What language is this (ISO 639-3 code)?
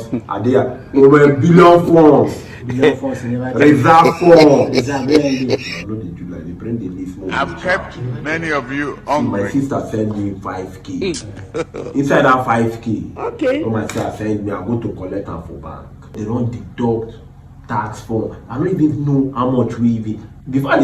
pcm